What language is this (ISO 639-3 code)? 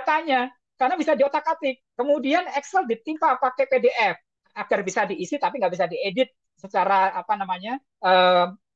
ind